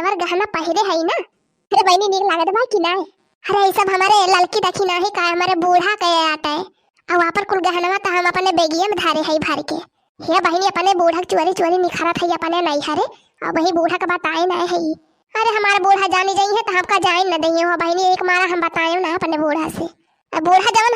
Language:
Awadhi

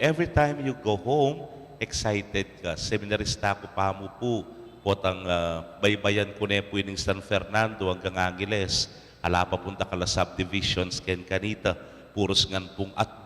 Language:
Pampanga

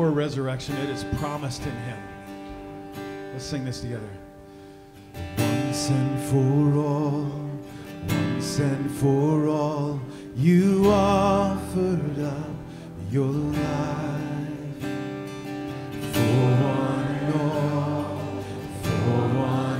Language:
English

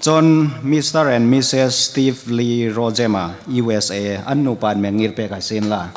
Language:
Hmar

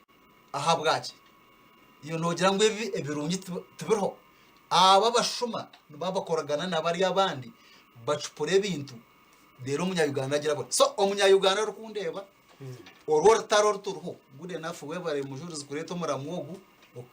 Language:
Nyankole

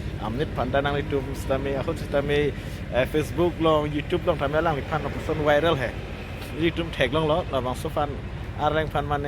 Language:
Karbi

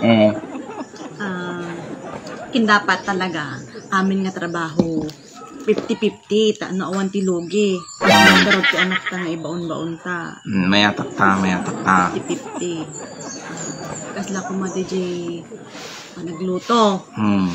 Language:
Iloko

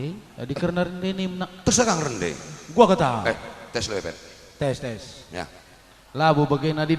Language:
Batak Karo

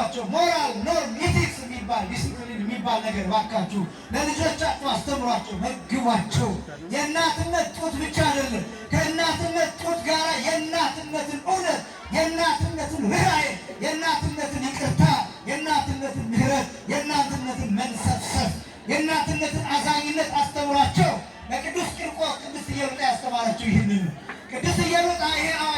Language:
Amharic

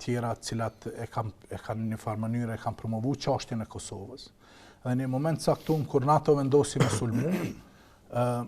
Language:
Albanian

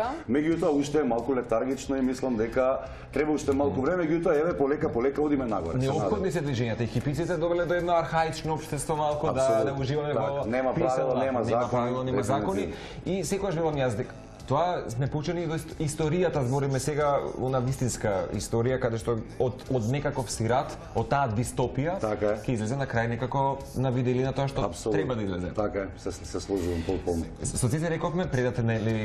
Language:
Macedonian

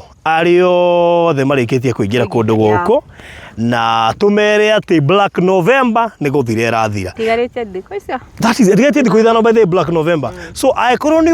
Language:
Kikuyu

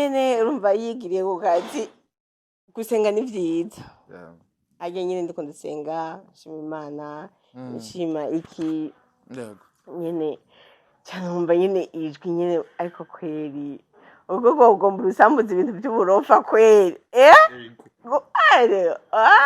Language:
Rundi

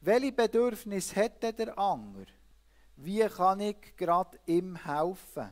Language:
Swiss German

